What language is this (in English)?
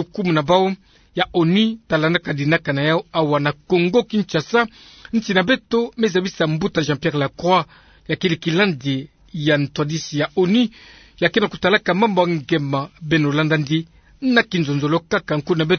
Kituba (Democratic Republic of Congo)